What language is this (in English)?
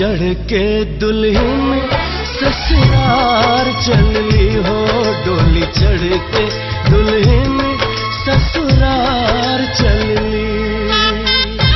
Bhojpuri